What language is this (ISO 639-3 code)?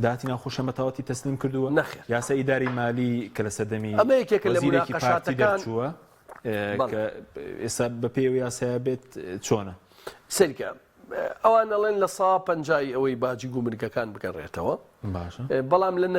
ckb